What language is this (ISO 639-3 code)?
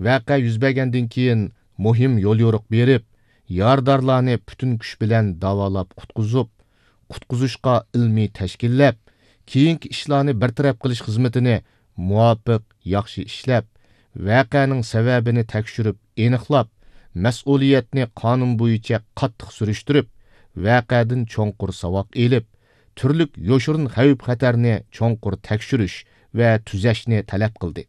uig